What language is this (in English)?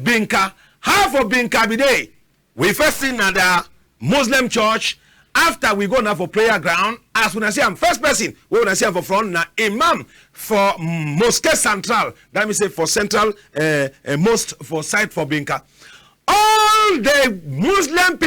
Cameroon Pidgin